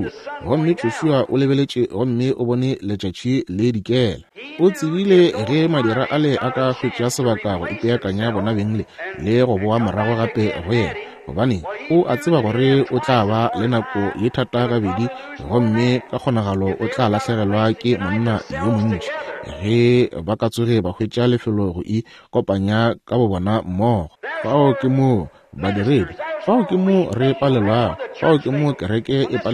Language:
Northern Sotho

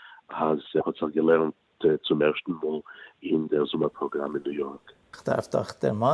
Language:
Yiddish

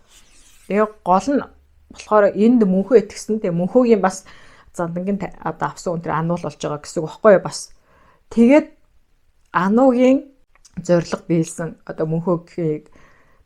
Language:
Mongolian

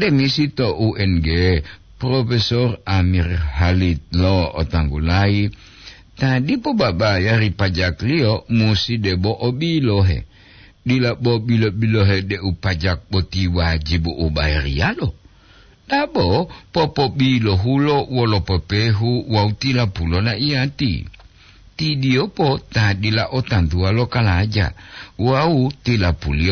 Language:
Gorontalo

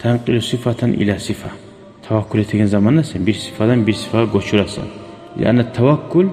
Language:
Kumyk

